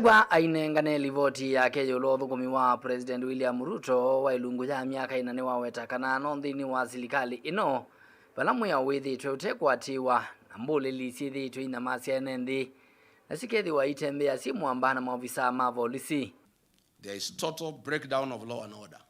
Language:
Kamba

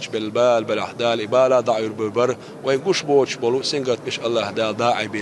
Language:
Chechen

